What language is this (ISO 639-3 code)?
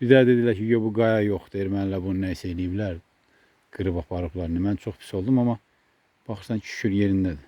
aze